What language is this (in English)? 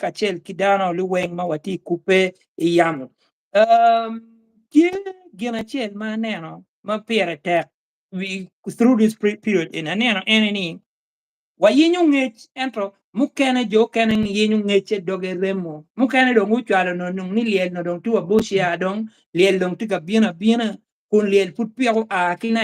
Acoli